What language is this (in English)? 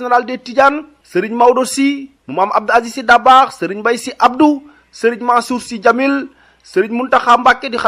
Wolof